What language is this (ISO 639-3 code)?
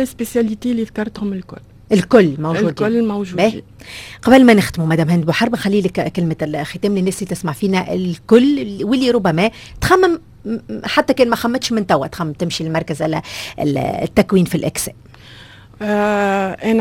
aeb